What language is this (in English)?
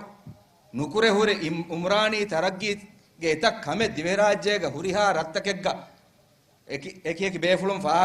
Divehi